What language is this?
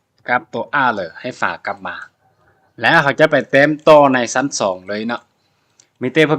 Lao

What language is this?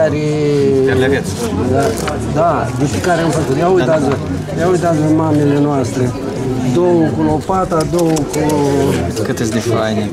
Romanian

